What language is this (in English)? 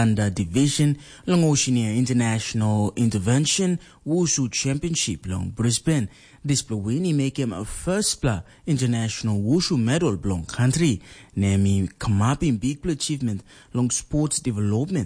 Tok Pisin